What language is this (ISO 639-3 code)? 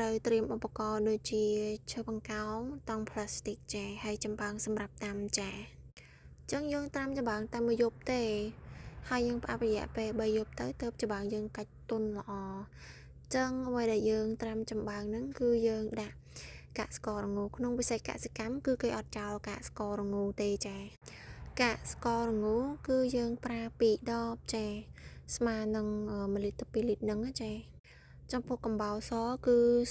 khm